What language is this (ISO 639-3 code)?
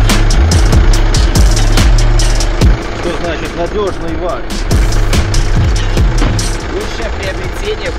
rus